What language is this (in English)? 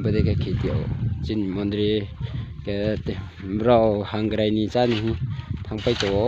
Riang (India)